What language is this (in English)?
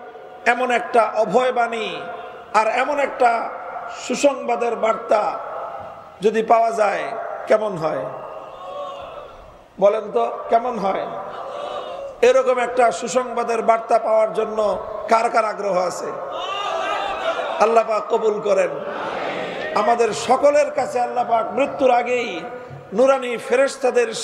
Bangla